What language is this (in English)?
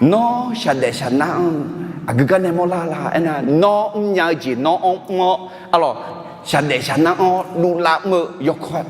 Akha